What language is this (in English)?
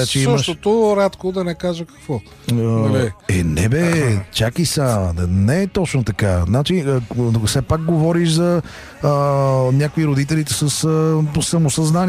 Bulgarian